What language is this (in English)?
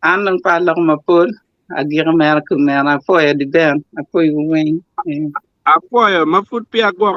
Acoli